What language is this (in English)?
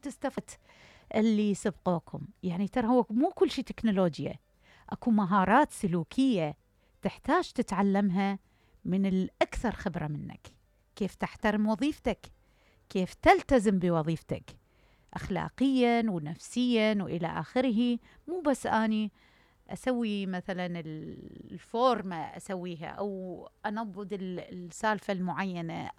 Mesopotamian Arabic